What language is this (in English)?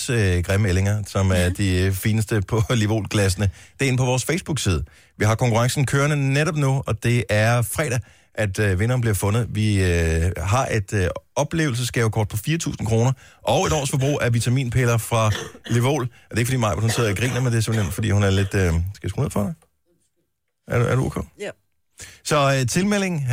Danish